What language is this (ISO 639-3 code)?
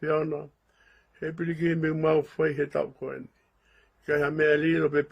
ton